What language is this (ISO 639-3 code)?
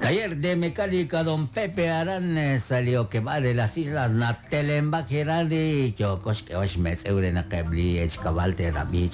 kek